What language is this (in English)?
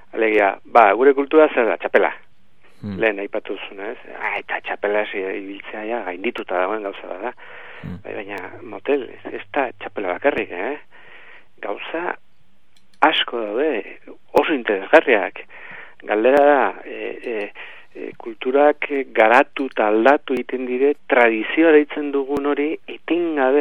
Basque